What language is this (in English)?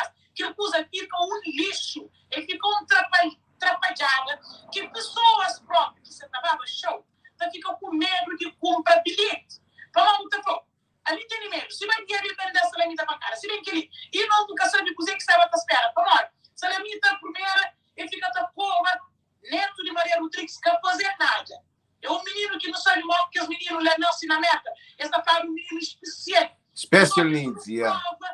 Kabuverdianu